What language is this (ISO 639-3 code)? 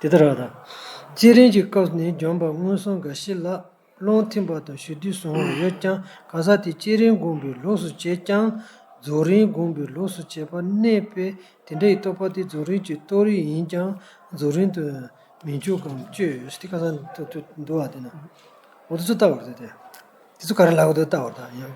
bod